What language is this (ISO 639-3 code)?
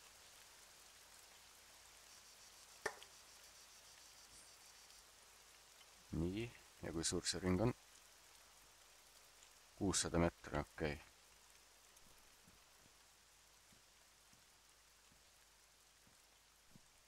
est